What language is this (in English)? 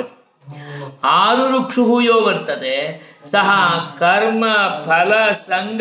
Sanskrit